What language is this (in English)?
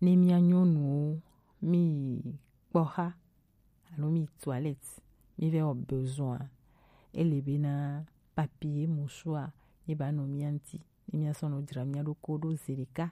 Gen